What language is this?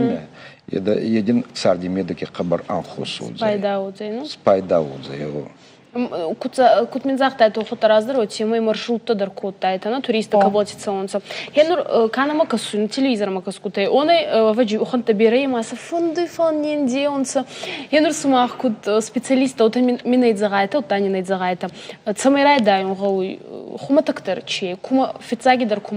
Ossetic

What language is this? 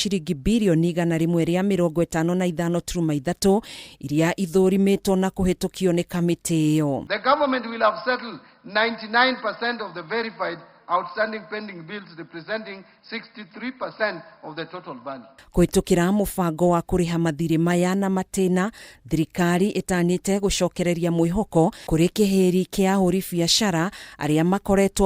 Kikuyu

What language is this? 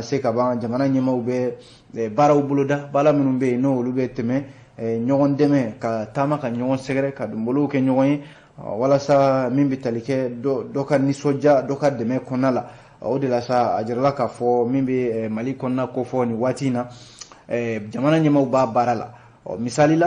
Bambara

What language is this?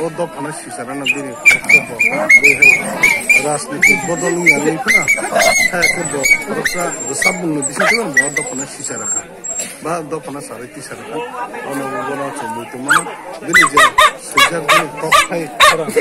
Kok Borok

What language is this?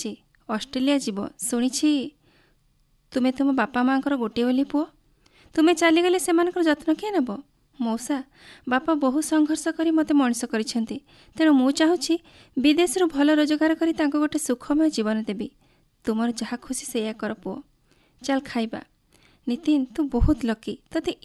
Odia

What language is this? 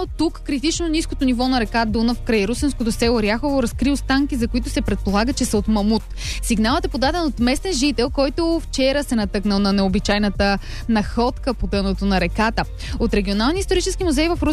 Bulgarian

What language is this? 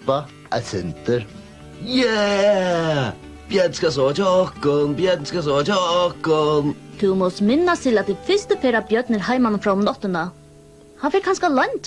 Faroese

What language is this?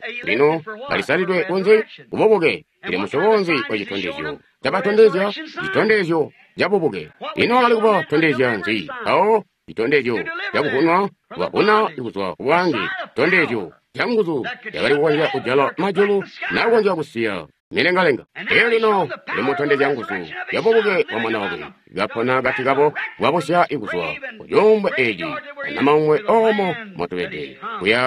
Tonga (Zambia)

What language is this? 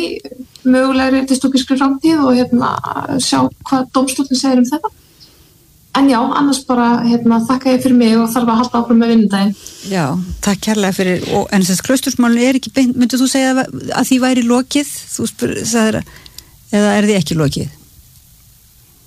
Icelandic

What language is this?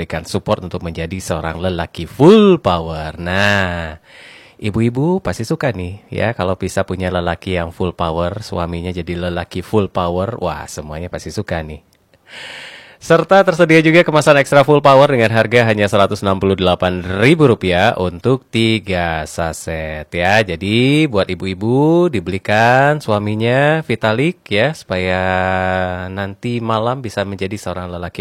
Indonesian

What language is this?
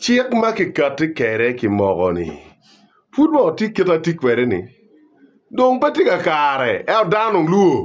Acoli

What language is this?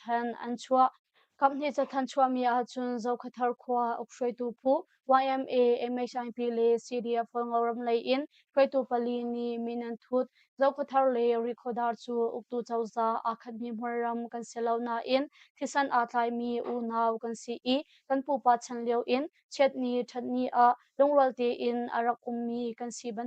Hakha Chin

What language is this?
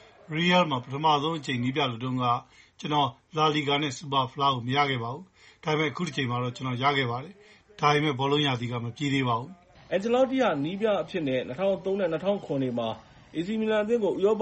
Burmese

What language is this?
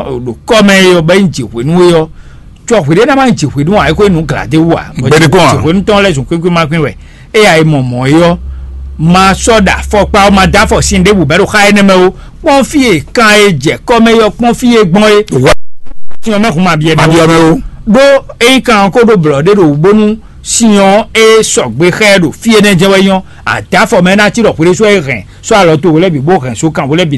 Fon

